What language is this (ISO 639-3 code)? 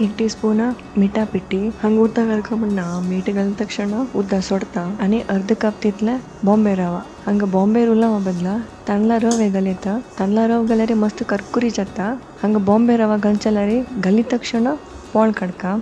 kok